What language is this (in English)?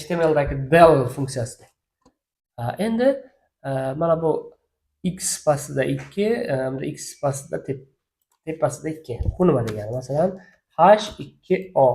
Uzbek